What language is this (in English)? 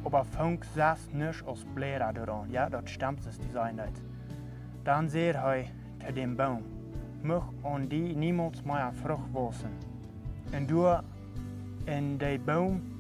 Plautdietsch